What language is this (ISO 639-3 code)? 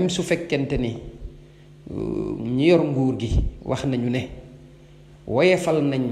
wol